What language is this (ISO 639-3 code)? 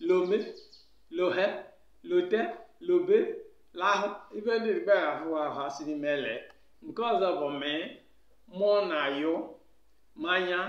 ibo